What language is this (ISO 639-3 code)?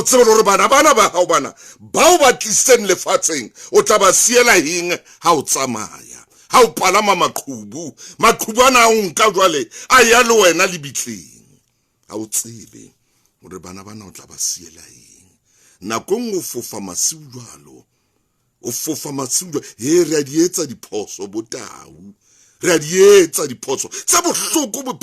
sot